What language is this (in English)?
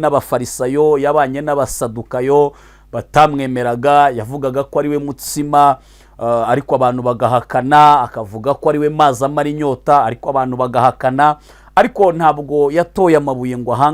Kinyarwanda